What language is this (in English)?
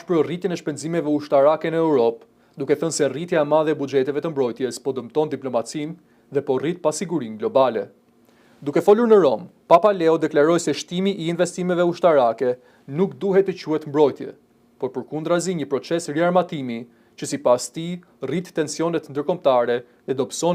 Albanian